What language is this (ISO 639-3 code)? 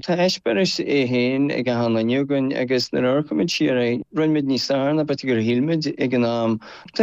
gle